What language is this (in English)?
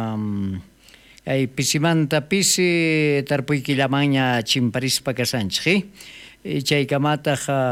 South Bolivian Quechua